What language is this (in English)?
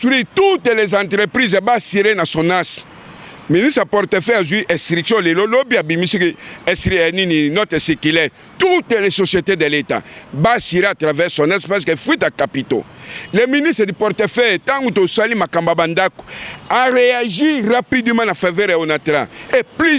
Lingala